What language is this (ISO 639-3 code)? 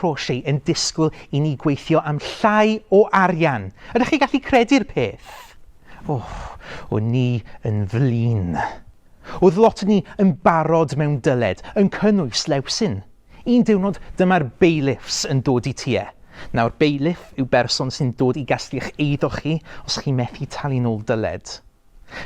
cym